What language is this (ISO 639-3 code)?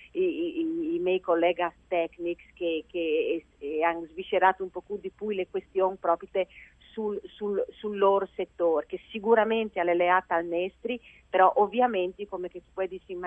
fur